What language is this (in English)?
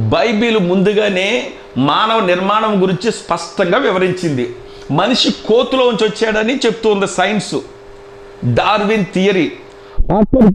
Telugu